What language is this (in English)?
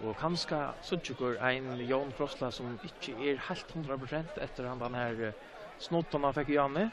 Faroese